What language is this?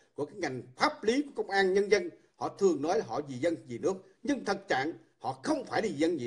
Vietnamese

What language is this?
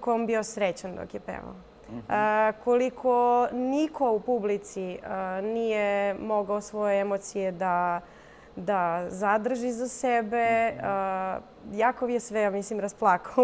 Serbian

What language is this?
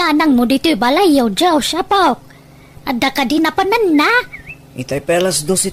Iloko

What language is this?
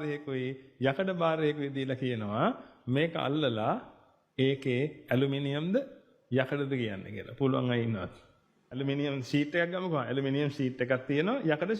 Sinhala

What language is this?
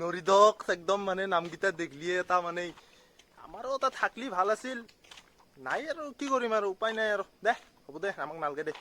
Assamese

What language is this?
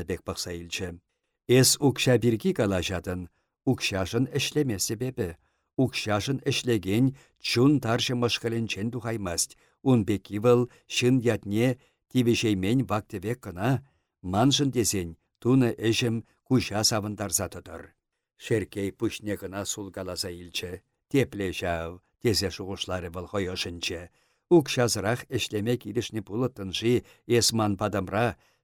Chuvash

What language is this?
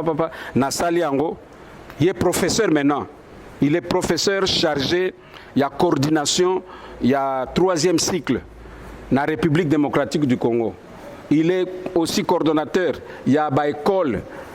Lingala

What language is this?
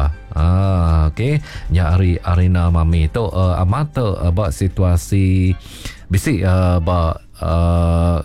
Iban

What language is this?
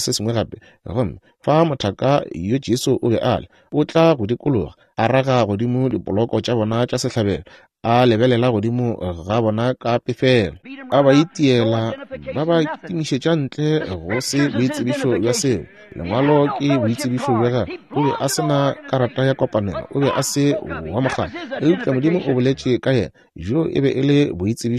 Northern Sotho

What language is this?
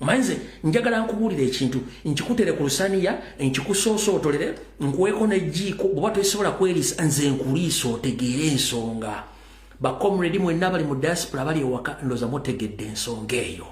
Ganda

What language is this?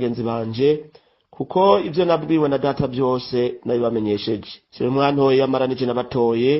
Rundi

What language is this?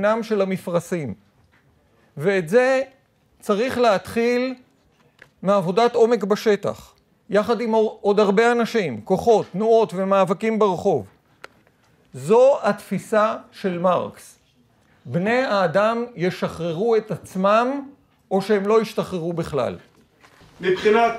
Hebrew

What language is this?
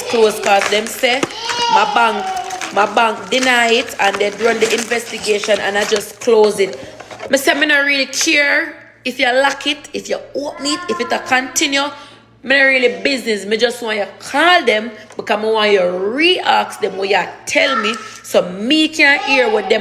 Jamaican Creole English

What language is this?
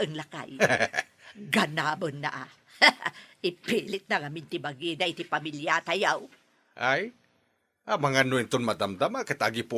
Iloko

